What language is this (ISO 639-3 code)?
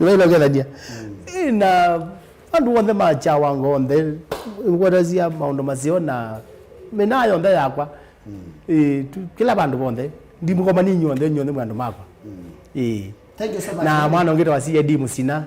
kam